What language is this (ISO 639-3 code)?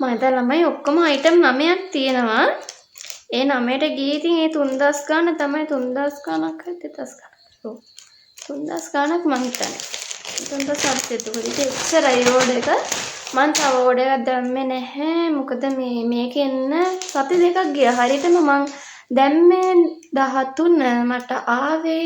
sin